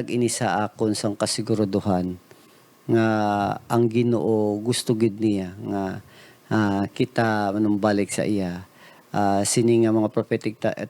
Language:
Hiligaynon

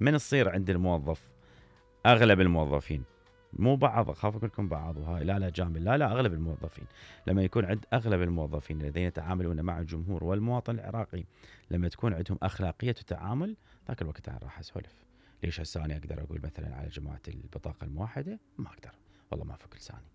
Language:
Mesopotamian Arabic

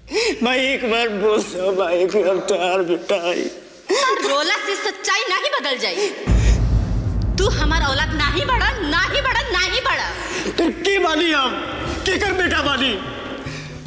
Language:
Bhojpuri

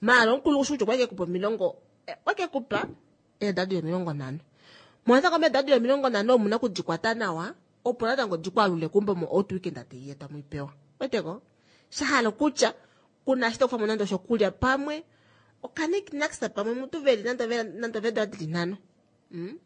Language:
Kuanyama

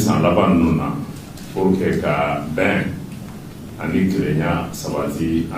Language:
Bambara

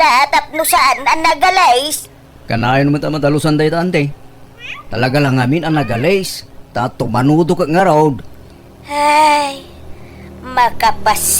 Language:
Iloko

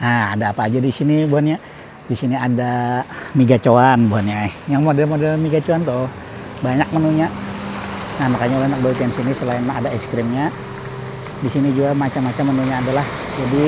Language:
Banjar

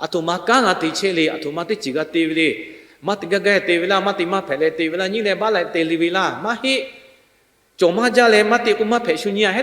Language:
Lahu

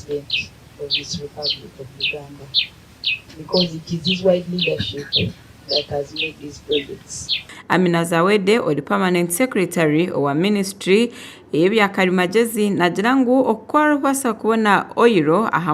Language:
Nyankole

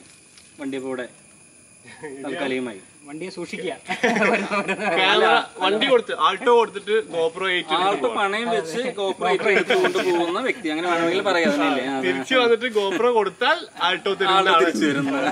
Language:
Malayalam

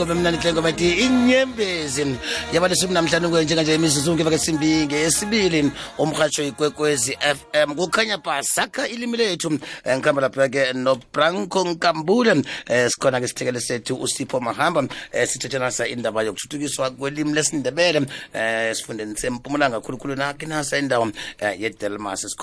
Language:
South Ndebele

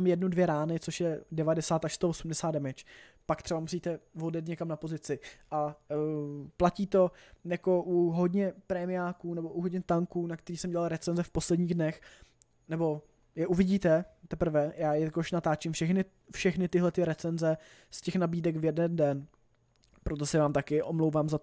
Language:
Czech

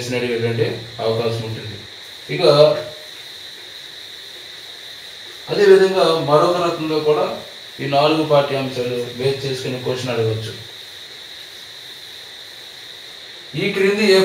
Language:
Telugu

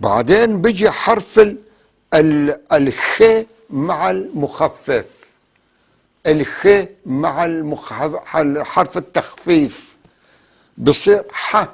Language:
North Levantine Arabic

